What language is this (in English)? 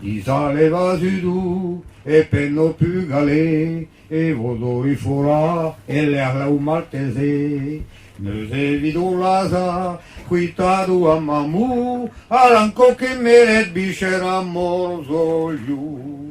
Breton